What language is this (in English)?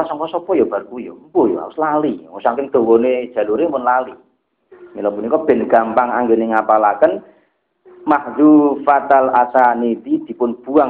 Javanese